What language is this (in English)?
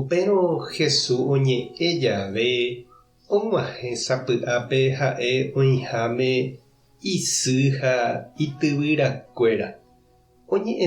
Guarani